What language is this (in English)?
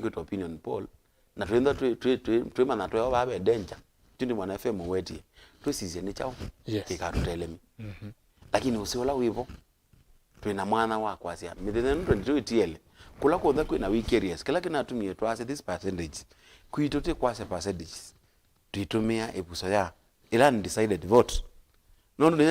Kamba